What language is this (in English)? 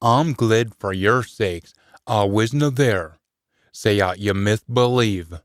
Scots